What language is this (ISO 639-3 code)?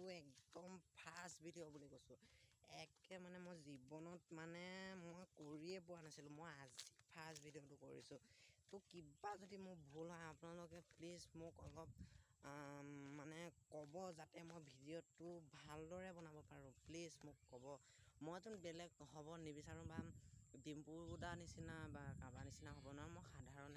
asm